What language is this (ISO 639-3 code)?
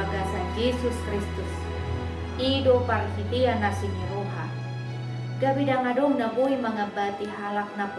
bbc